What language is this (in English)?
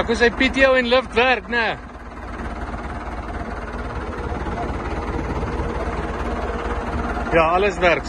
Afrikaans